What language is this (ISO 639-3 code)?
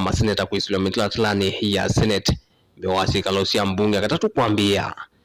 kam